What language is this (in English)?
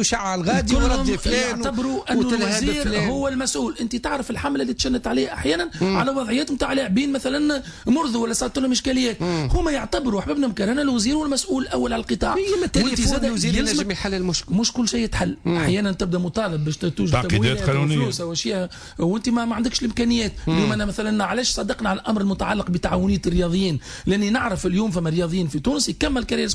Tunisian Arabic